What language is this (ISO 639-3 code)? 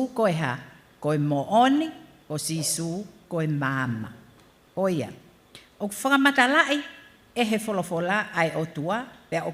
ton